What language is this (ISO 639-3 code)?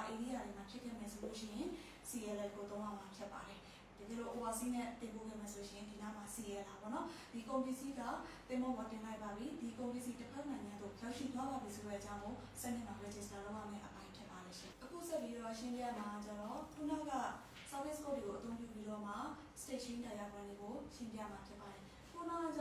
mya